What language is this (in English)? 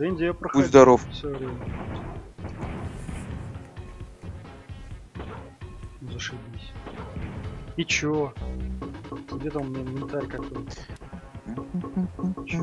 Russian